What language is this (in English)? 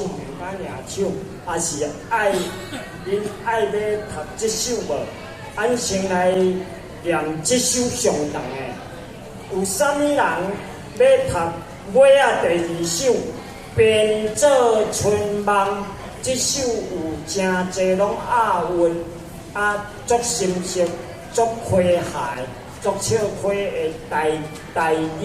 Min Nan Chinese